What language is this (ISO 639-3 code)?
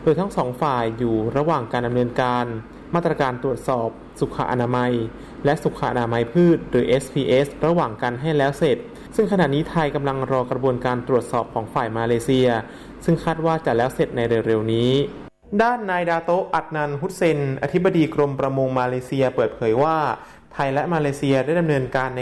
tha